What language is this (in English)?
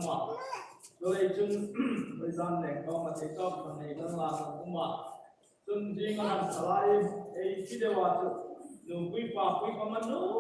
Hmar